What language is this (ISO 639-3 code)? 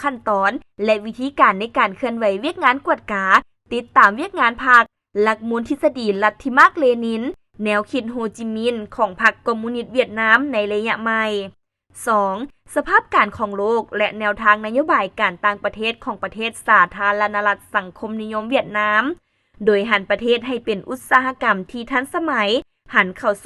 lao